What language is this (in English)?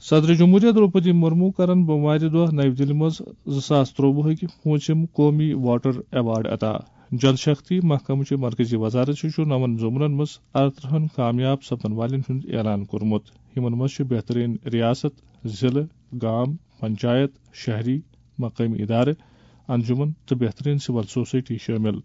Kashmiri